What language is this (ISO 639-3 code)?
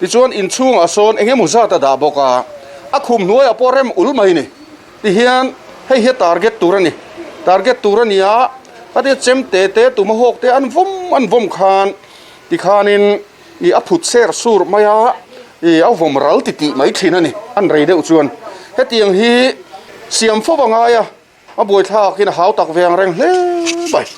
lus